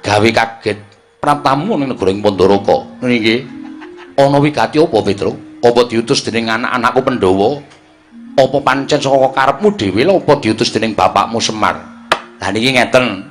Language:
Javanese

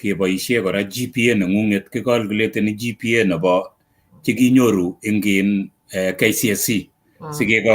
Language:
Kalenjin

